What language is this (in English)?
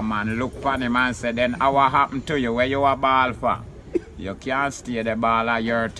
Jamaican Creole English